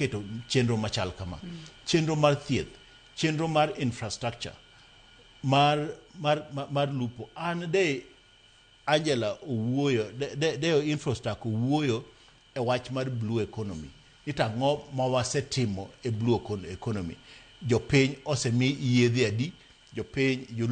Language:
Luo (Kenya and Tanzania)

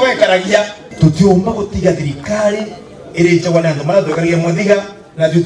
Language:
Meru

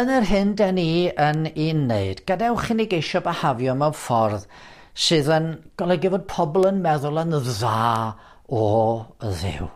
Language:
Welsh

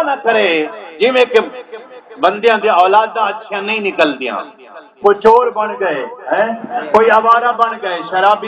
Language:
Saraiki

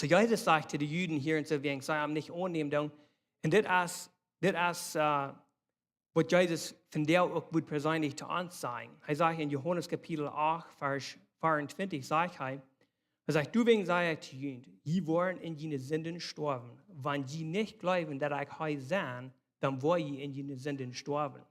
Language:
Plautdietsch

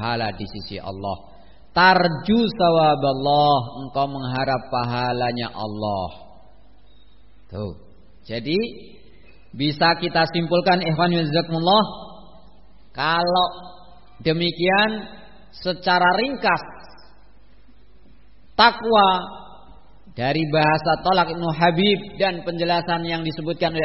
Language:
Indonesian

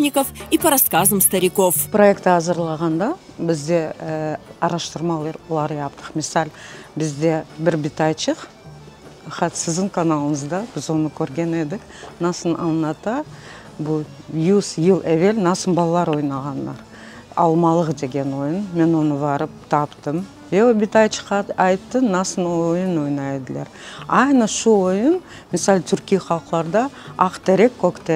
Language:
Crimean Tatar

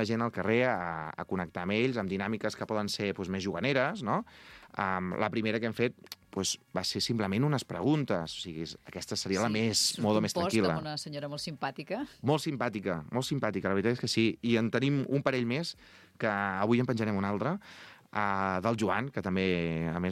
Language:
Catalan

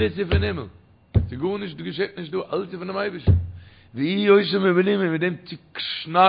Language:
Yiddish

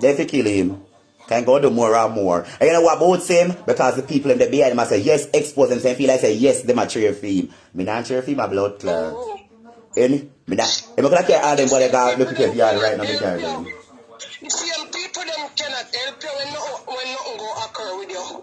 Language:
Jamaican Creole English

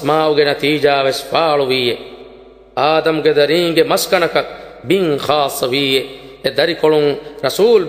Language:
Divehi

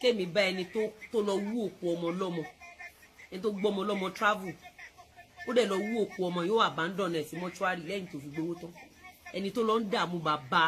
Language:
Yoruba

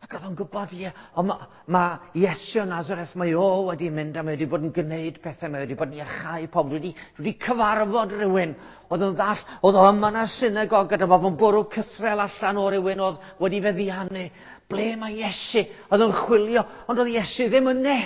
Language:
Welsh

